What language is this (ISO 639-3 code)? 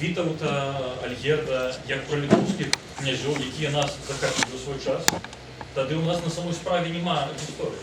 bel